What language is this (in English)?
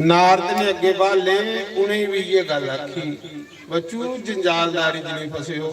Dogri